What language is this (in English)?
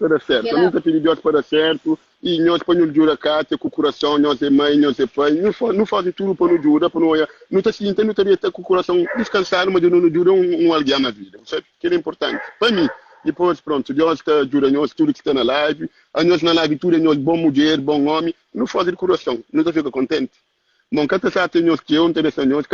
Kabuverdianu